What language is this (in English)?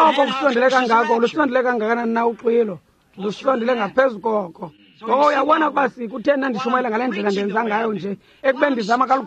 Xhosa